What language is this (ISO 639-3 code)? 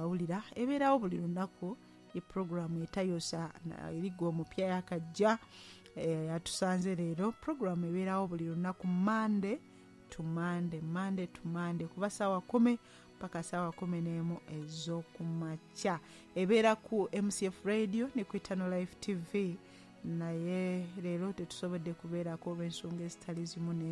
lug